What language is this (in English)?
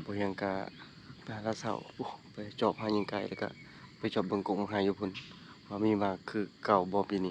Lao